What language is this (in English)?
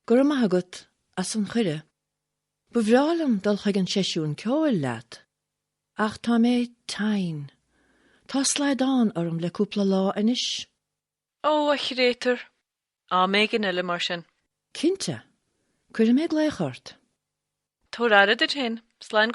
Irish